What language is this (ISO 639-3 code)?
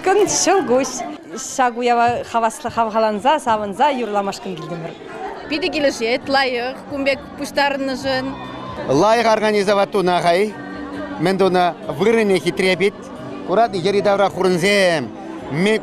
chv